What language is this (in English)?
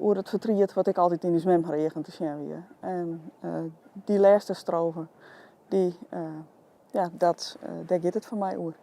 Western Frisian